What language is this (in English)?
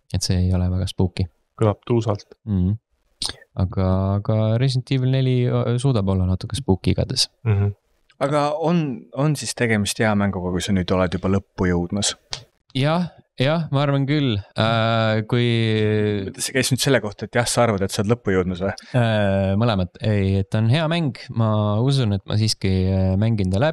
Estonian